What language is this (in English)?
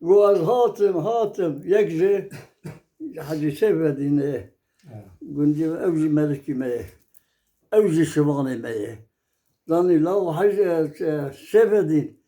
Kurdish